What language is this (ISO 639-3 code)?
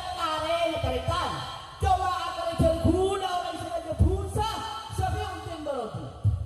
mad